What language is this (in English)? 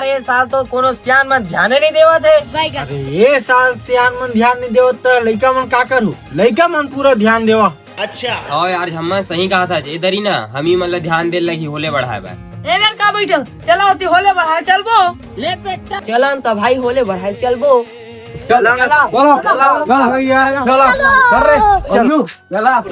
Chhattisgarhi